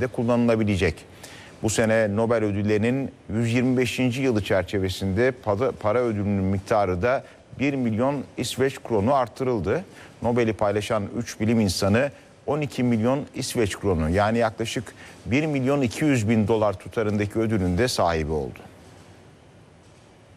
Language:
Turkish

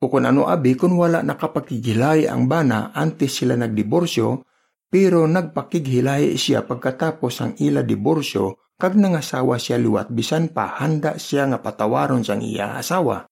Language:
Hiligaynon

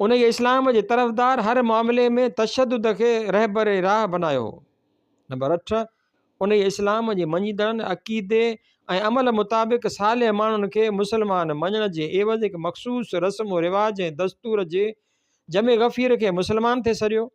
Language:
Sindhi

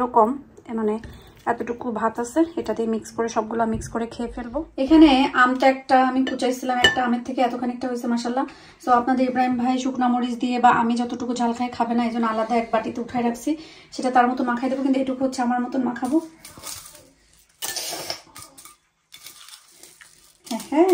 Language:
Bangla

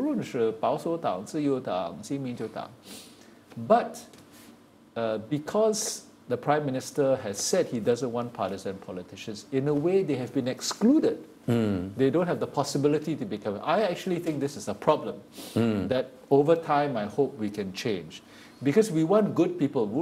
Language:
Chinese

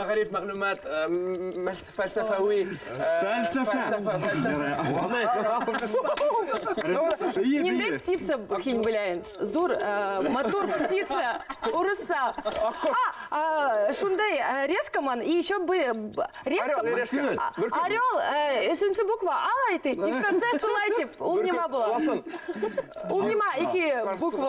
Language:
Bashkir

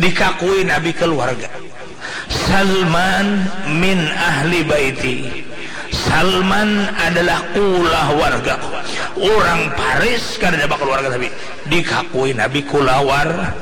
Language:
Banjar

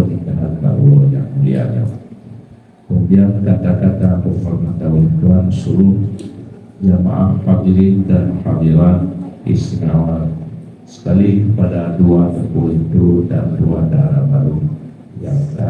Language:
Achinese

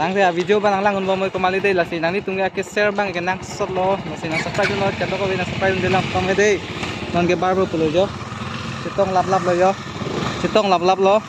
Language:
Karbi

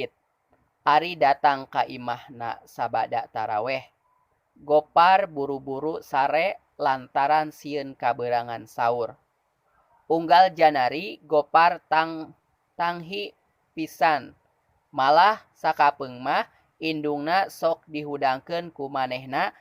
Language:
Sundanese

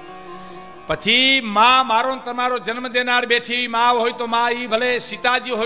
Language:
Gujarati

